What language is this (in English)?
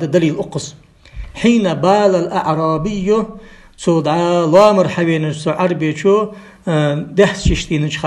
Ingush